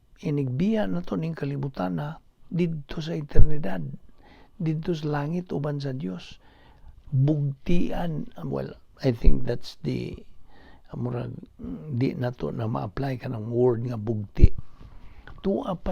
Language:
Cebuano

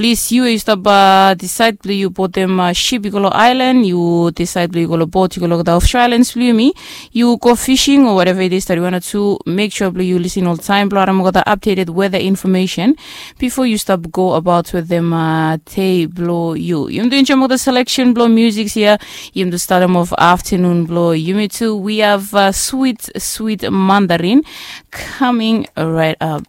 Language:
Bislama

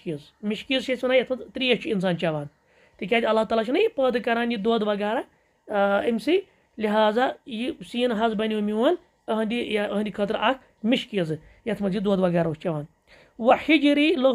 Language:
Kashmiri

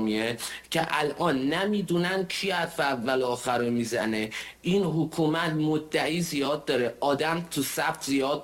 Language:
Persian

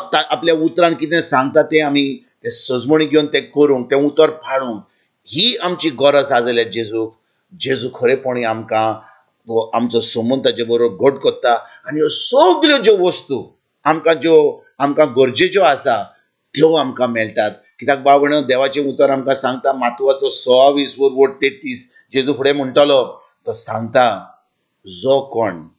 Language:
Konkani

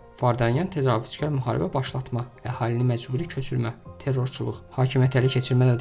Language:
Azerbaijani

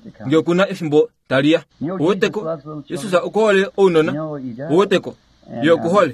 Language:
Kuanyama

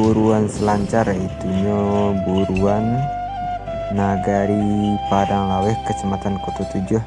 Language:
Minangkabau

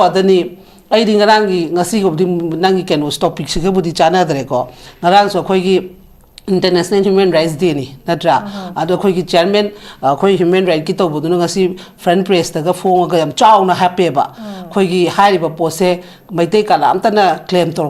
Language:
Manipuri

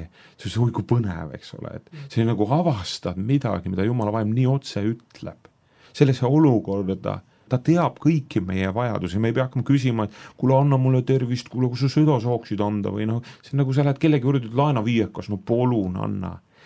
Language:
Estonian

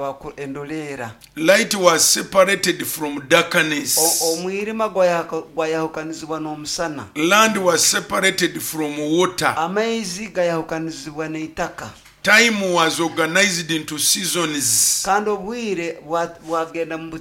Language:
Nyoro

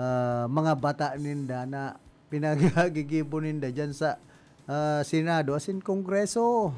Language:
Bikol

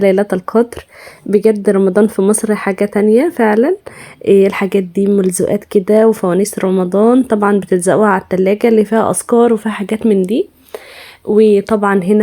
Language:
Egyptian Arabic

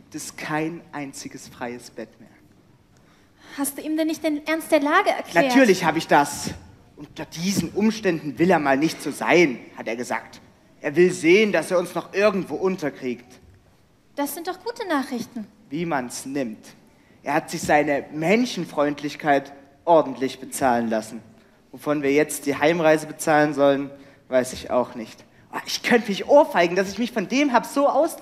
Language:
German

